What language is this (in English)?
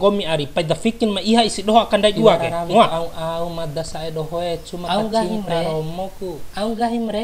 Bima